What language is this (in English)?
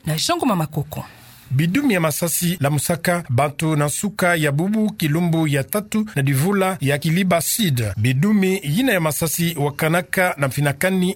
Kituba (Democratic Republic of Congo)